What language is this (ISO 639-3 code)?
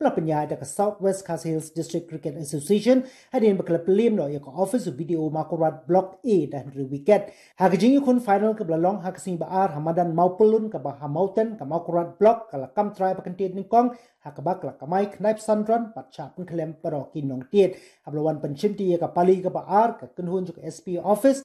kha